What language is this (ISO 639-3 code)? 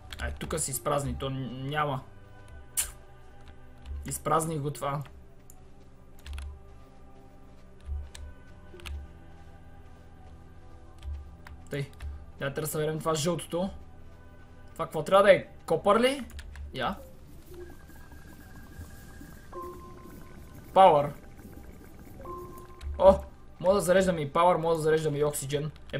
bul